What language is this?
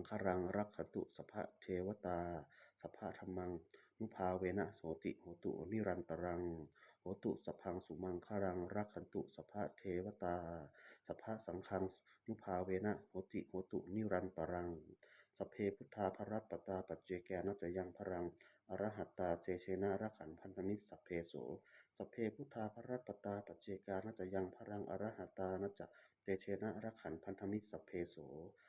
Pali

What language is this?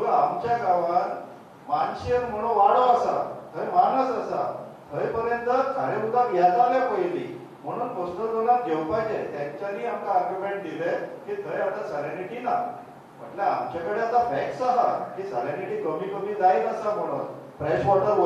Konkani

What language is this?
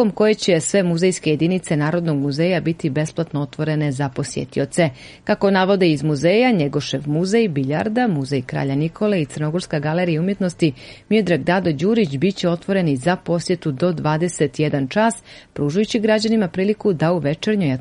Serbian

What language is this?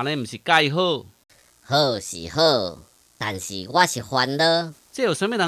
Min Nan Chinese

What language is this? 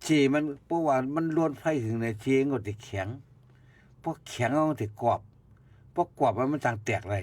Shan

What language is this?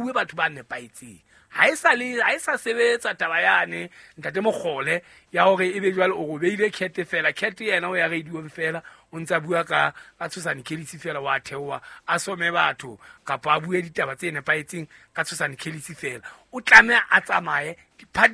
Southern Sotho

